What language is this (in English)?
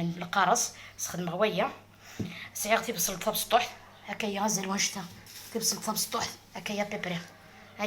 Algerian Arabic